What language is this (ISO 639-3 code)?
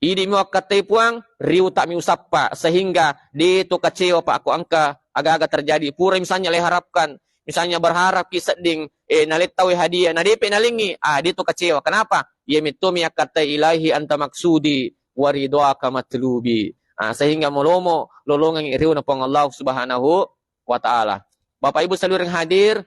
bug